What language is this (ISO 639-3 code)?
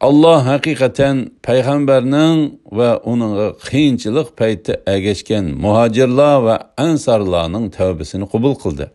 uig